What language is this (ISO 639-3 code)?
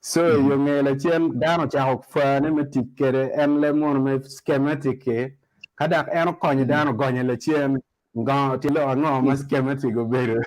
ach